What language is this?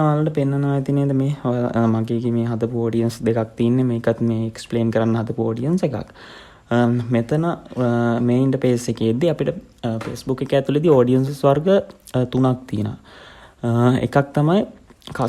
Sinhala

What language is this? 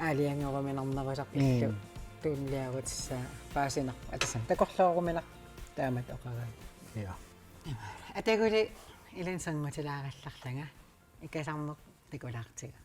Kalaallisut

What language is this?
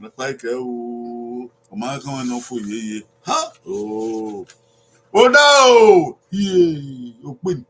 Bini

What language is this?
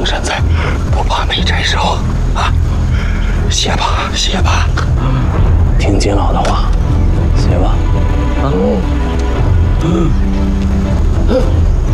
Chinese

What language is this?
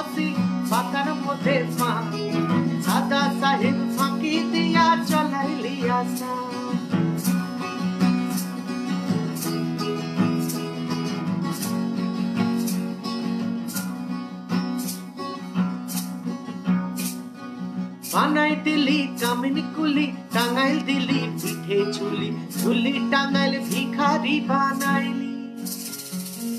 Bangla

